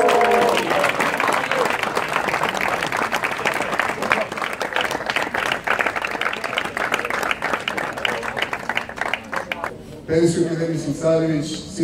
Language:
Serbian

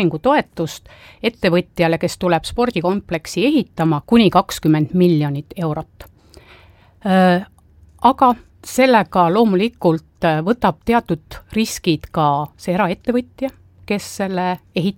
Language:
Estonian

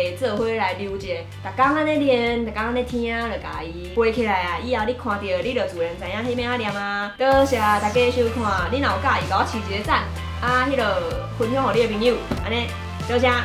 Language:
Min Nan Chinese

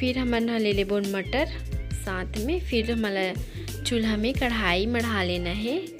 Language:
Chhattisgarhi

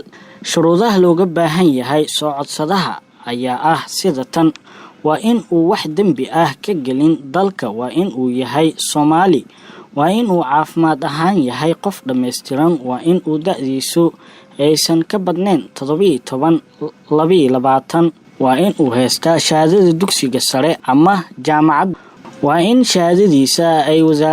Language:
Somali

